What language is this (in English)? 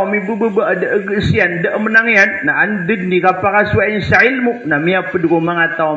Maranao